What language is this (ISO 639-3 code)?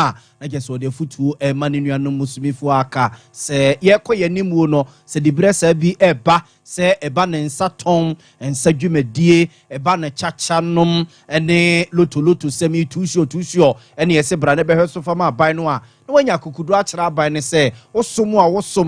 aka